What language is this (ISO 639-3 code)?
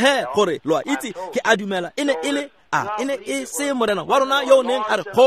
tsn